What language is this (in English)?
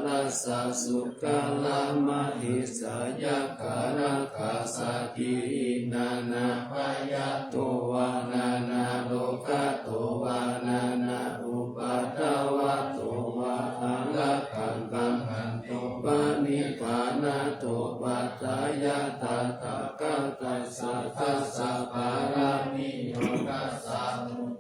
Pali